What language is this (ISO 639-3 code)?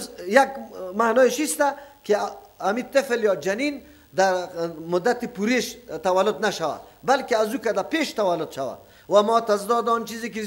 fas